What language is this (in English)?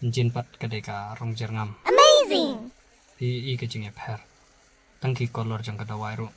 Khasi